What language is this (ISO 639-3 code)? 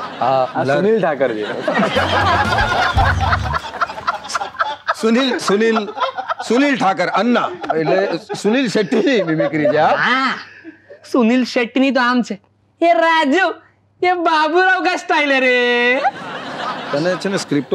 guj